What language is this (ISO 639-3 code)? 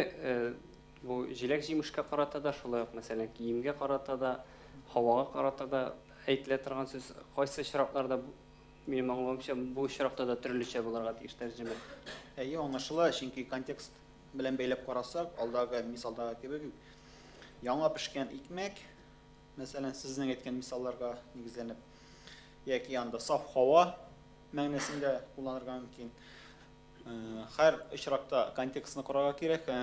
tat